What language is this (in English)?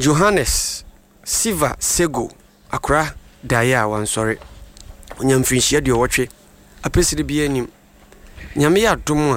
Akan